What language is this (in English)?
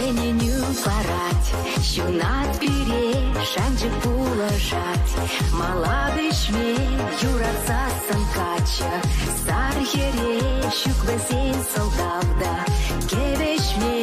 Chuvash